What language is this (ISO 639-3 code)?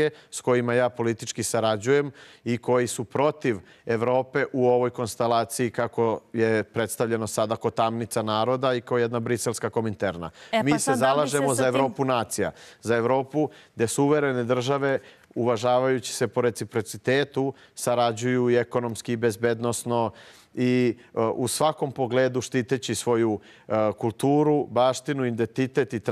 srp